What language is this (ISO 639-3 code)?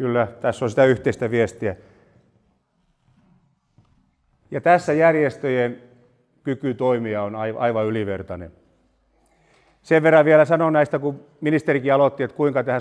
fin